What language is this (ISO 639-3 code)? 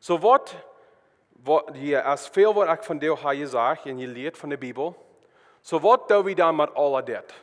pdt